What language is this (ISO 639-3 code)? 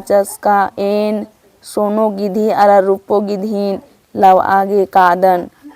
kru